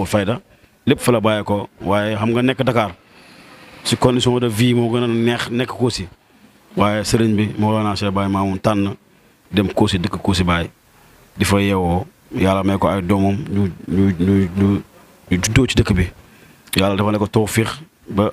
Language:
Wolof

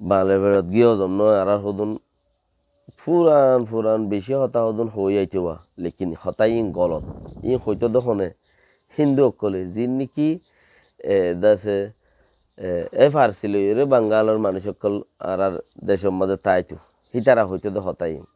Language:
Rohingya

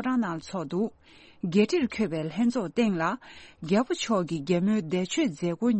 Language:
Tibetan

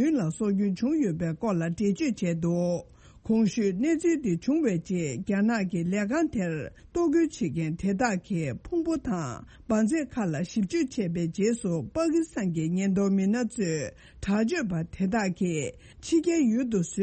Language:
Tibetan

